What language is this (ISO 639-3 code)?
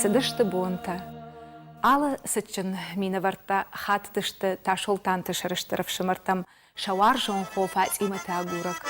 oss